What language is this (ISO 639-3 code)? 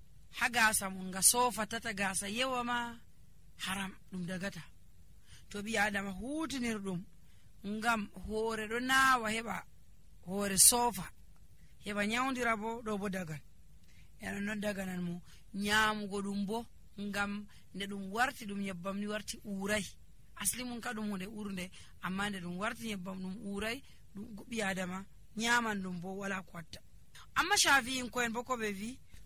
fuv